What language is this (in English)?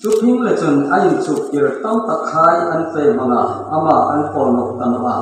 Hmar